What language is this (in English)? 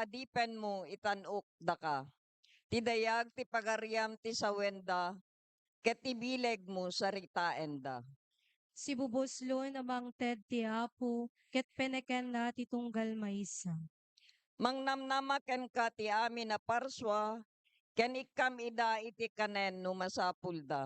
Iloko